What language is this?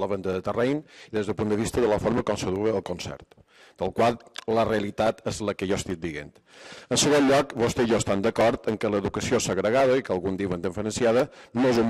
Catalan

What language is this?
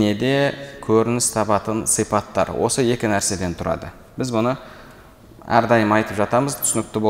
Kazakh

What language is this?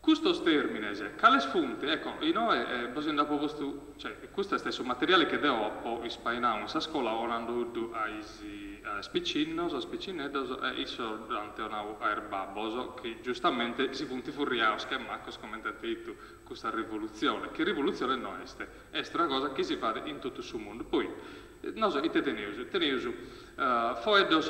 Sardinian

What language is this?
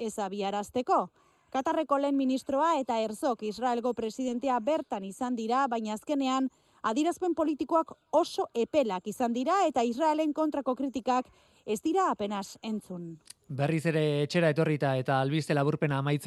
Basque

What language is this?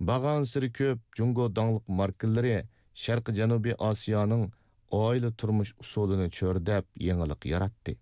Uyghur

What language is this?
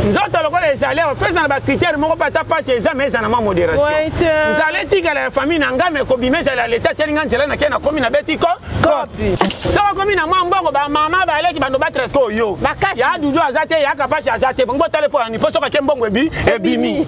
Lingala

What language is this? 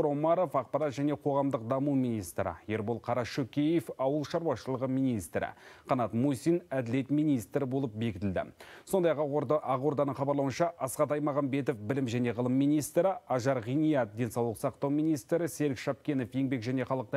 Kazakh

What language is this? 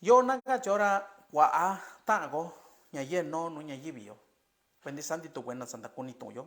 Mixtepec Mixtec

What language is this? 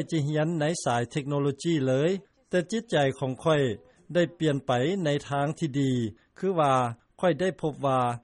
Lao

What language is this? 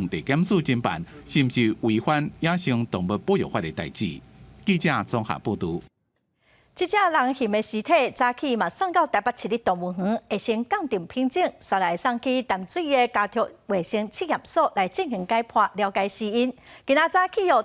Min Nan Chinese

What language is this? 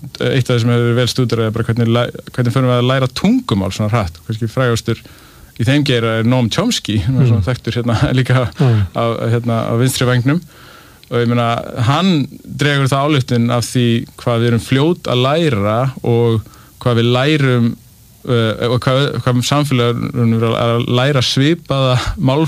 Icelandic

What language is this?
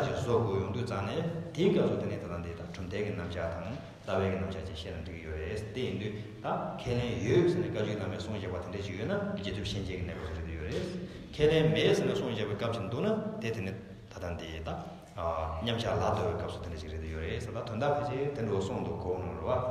Tibetan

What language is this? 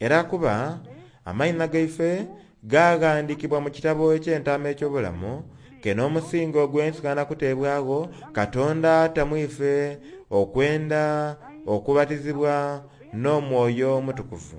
Soga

